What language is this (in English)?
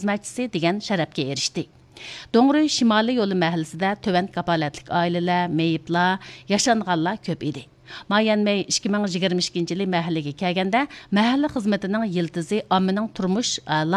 Uyghur